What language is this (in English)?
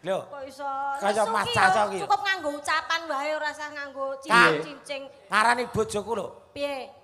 Javanese